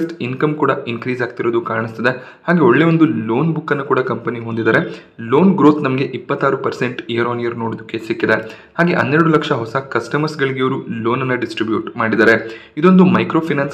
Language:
Kannada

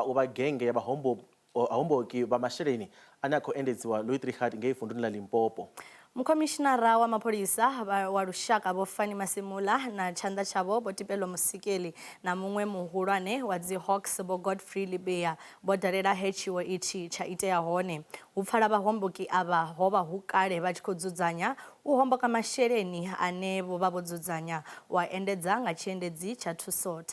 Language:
Venda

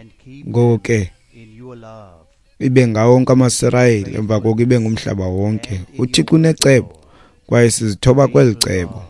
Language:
Xhosa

